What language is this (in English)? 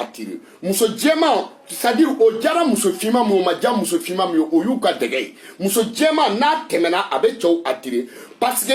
Bambara